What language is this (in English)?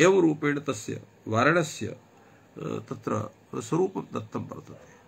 Sanskrit